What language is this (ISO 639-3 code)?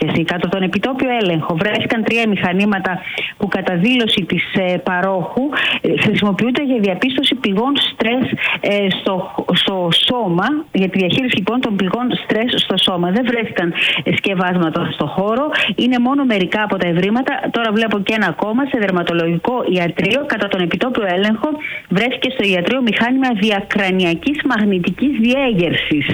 ell